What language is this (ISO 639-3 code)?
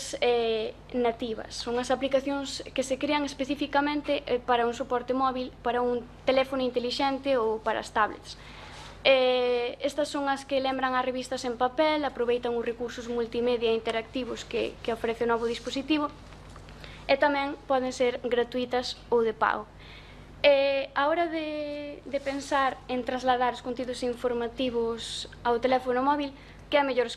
glg